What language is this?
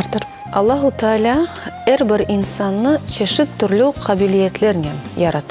Crimean Tatar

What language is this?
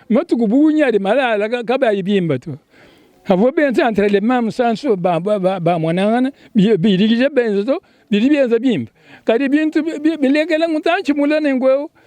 Luba-Lulua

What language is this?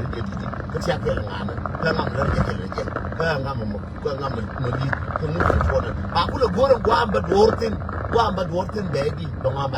Nuer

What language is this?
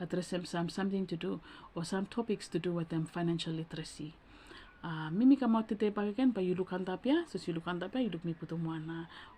Bislama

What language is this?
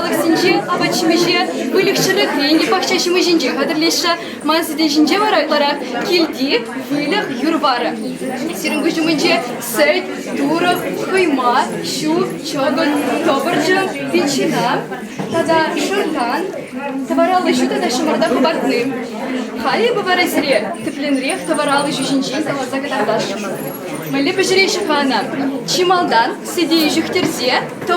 Chuvash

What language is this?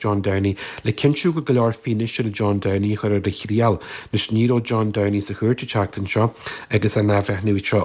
Irish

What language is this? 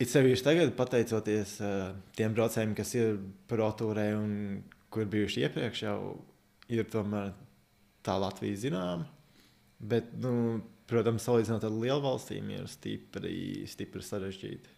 Latvian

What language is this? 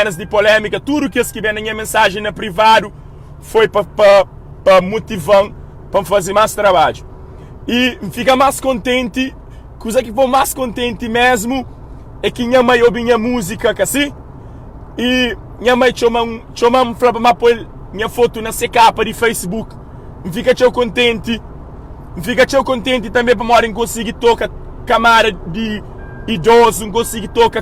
Kabuverdianu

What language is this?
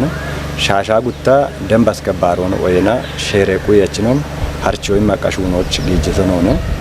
Kafa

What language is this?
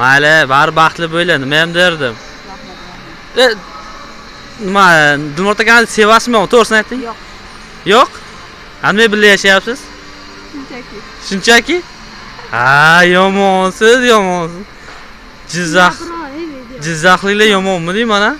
Uzbek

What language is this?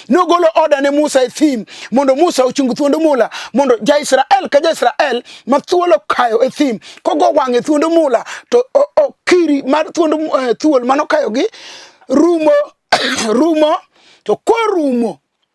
Luo (Kenya and Tanzania)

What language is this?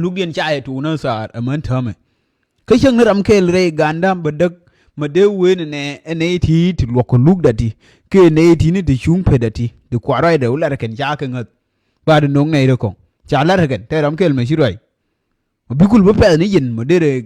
Nuer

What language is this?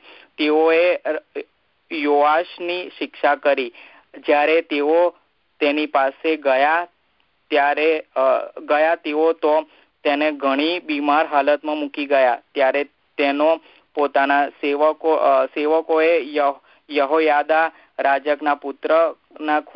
Gujarati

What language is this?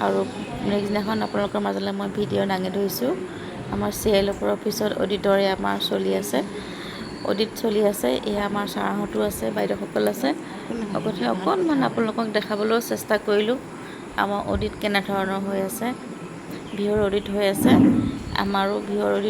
Assamese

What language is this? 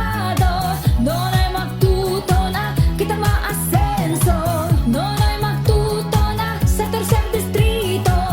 Bikol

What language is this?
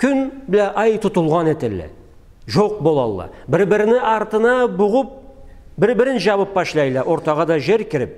Karachay-Balkar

